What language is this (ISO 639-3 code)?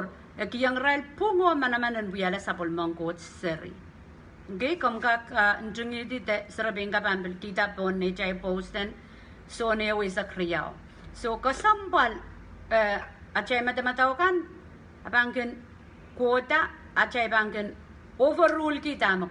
pon